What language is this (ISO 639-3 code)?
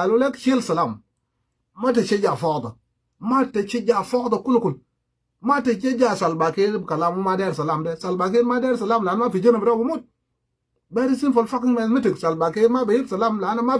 pga